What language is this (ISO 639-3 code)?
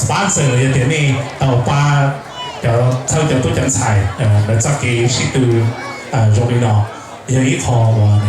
hmn